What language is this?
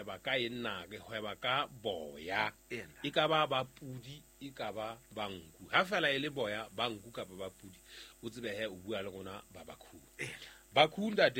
Southern Sotho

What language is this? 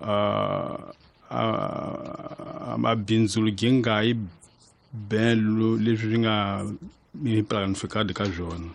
Tsonga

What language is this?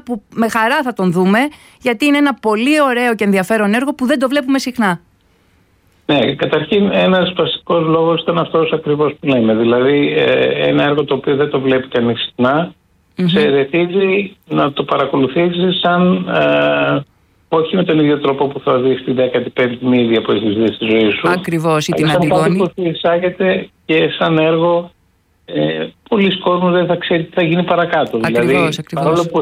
Greek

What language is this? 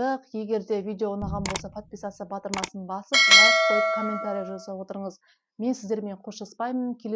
Kazakh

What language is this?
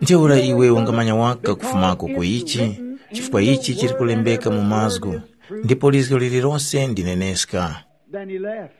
Tumbuka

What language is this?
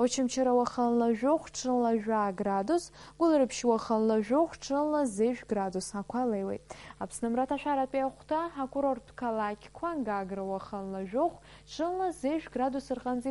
Abkhazian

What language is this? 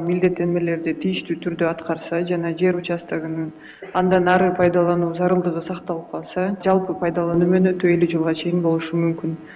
Kyrgyz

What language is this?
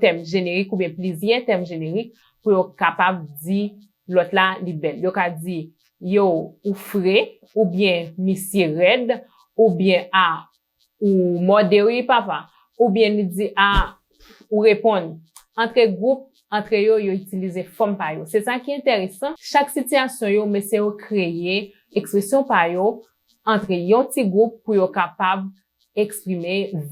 Haitian Creole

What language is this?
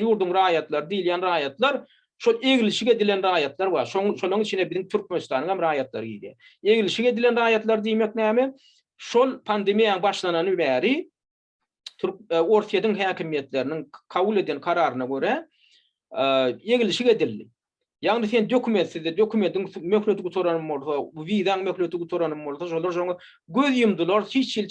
Turkmen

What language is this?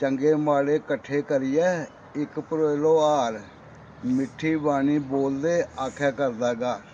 Dogri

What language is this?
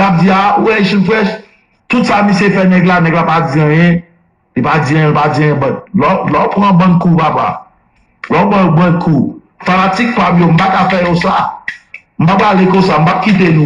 Haitian Creole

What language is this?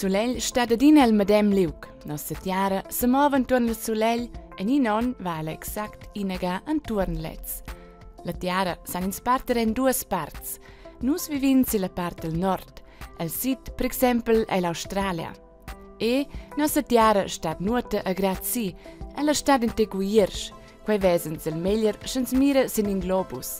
Romansh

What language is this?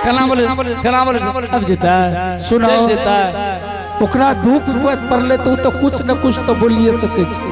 Angika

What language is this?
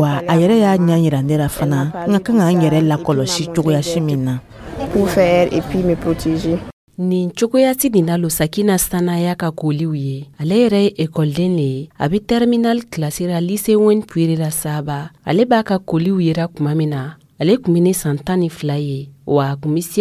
Dyula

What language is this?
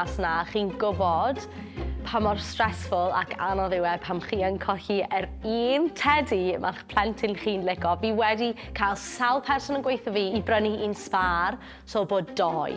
Welsh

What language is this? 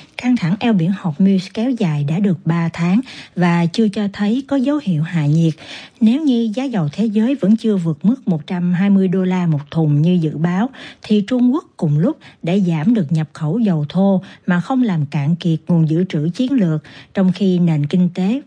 Vietnamese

